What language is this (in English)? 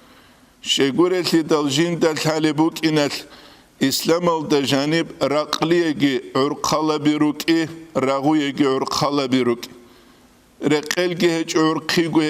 Avaric